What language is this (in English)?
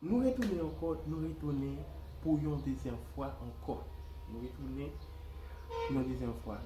Haitian Creole